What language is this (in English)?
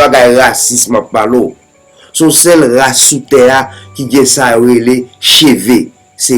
Haitian Creole